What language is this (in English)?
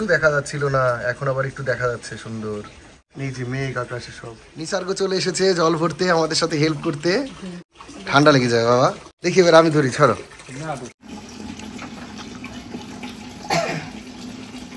Bangla